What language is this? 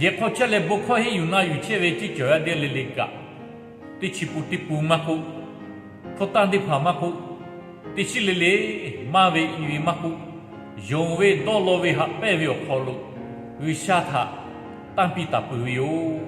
Lahu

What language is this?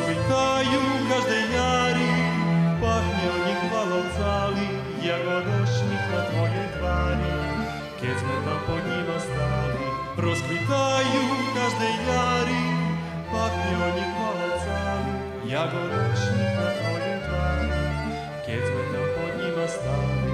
Rusyn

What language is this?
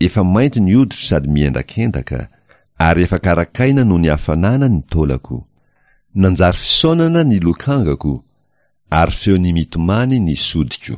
Malagasy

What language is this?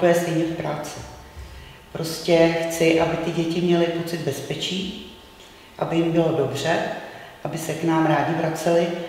Czech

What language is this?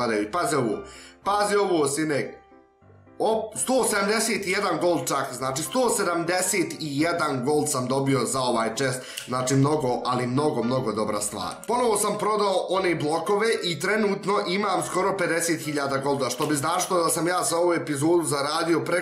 Bosnian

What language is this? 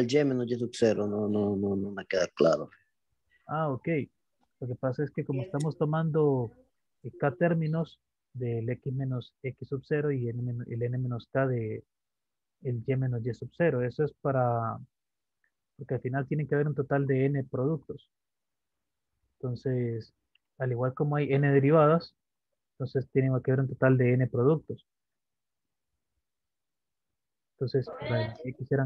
Spanish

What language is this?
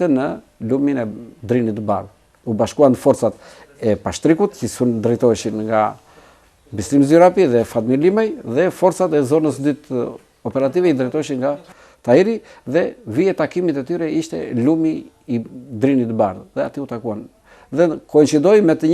Albanian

